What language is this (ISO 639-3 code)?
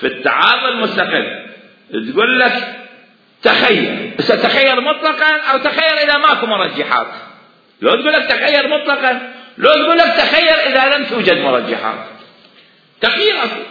acm